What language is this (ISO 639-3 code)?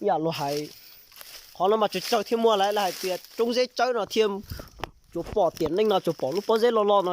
hmn